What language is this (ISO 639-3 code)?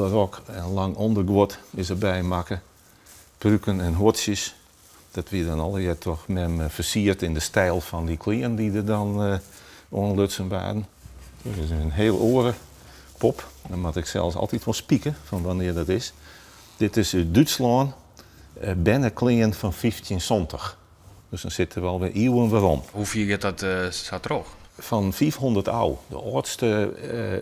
fry